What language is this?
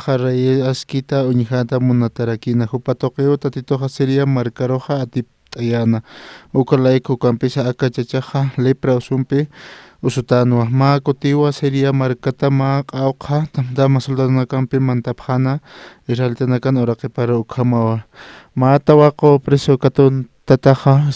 Aymara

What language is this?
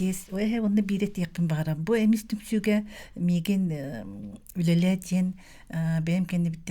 Yakut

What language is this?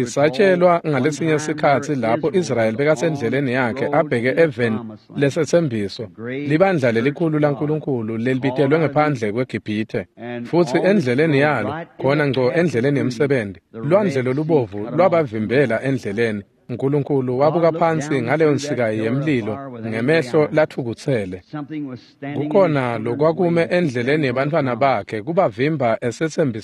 Swati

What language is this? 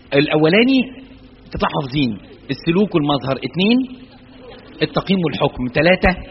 Egyptian Arabic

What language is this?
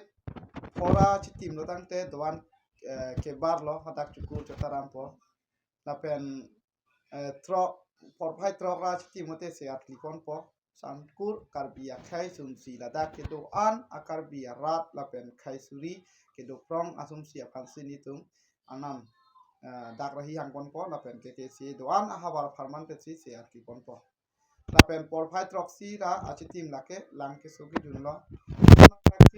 Karbi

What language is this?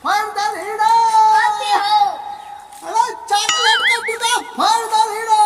Maithili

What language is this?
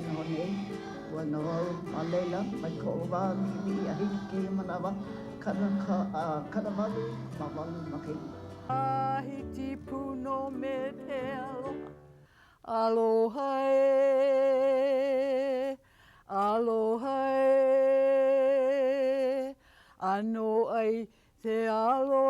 Hawaiian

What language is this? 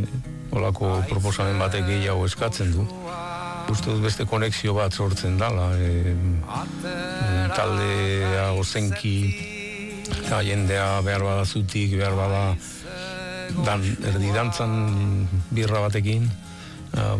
Basque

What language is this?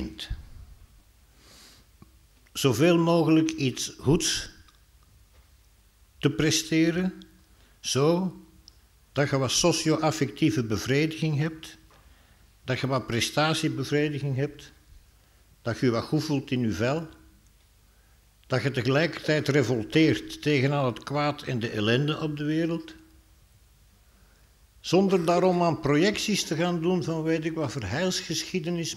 Dutch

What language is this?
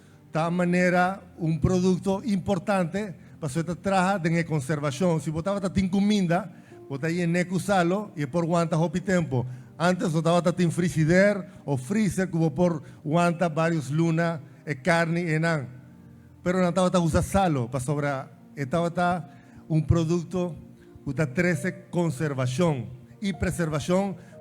Papiamento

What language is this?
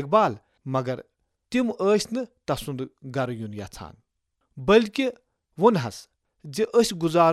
Kashmiri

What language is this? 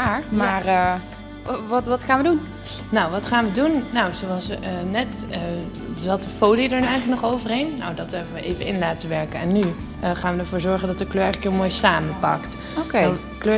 Limburgish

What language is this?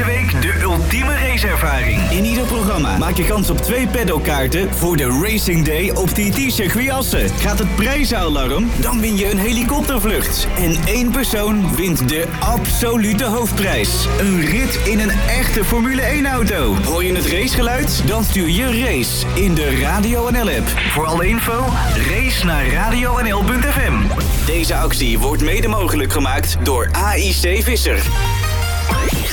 Dutch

